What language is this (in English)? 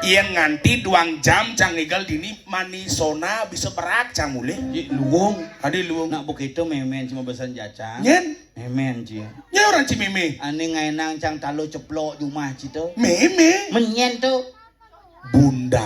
Balinese